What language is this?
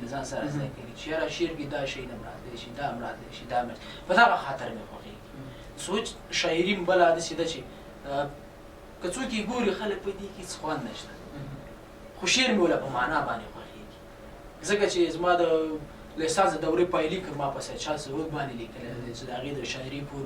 Pashto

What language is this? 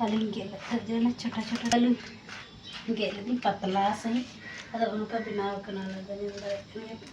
Santali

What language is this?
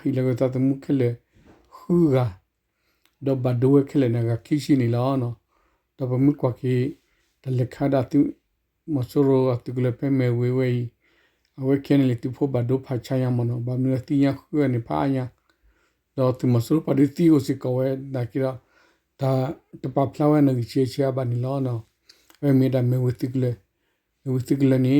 S'gaw Karen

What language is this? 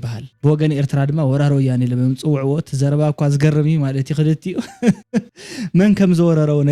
Tigrinya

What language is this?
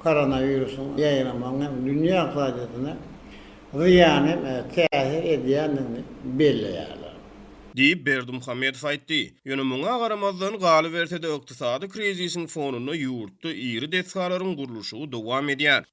Turkmen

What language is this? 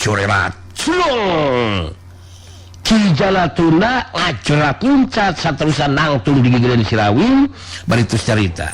Sundanese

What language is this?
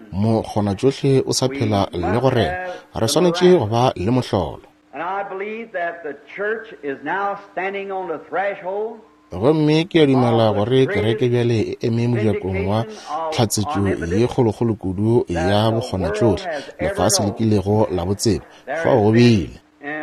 Northern Sotho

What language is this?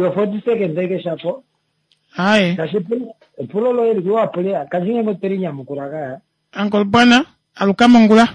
Kuanyama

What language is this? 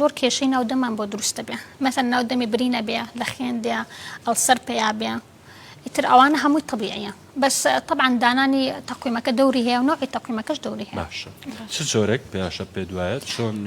Central Kurdish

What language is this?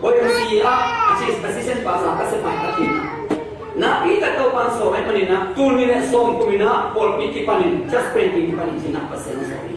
Tedim Chin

